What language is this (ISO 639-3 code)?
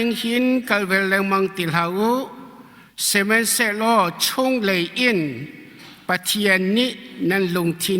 cnh